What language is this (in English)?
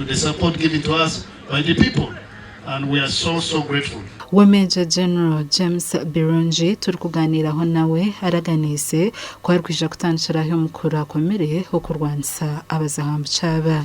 Nyankole